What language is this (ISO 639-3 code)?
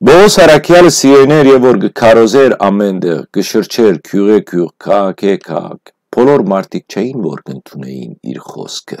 hyw